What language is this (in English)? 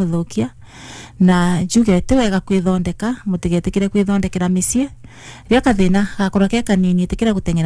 Kikuyu